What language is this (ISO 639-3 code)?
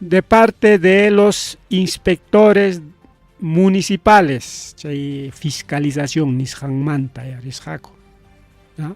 quy